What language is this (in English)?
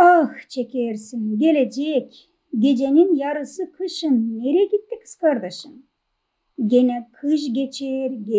Gagauz